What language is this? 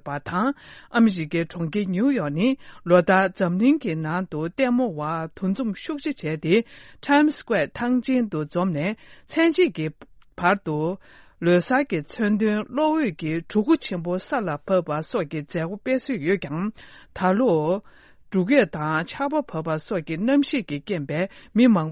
Tibetan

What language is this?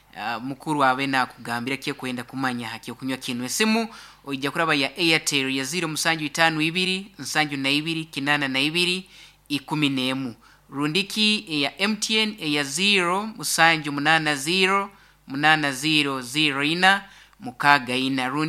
Nyankole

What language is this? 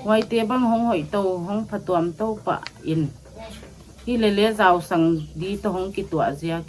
Paite Chin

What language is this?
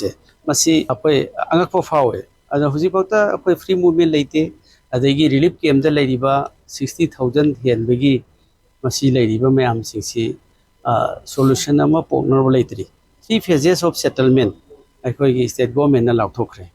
Manipuri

